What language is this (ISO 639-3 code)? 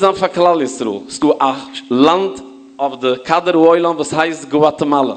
yid